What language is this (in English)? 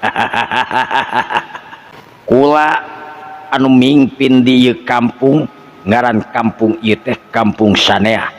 Sundanese